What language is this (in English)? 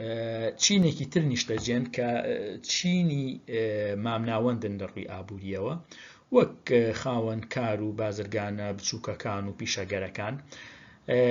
Central Kurdish